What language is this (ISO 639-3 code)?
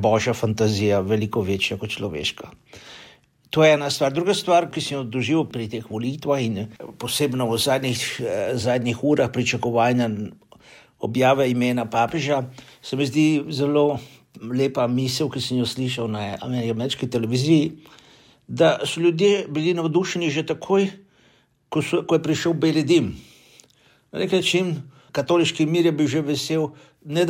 slv